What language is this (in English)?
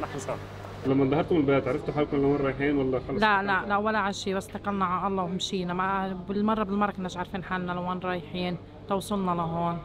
North Levantine Arabic